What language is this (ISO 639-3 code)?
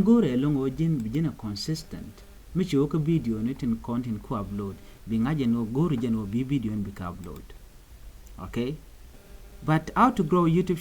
nus